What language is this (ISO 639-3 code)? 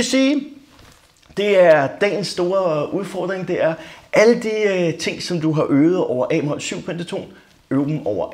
dan